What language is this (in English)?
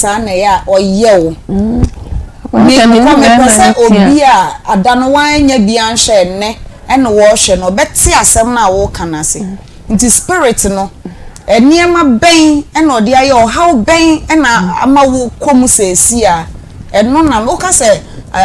Akan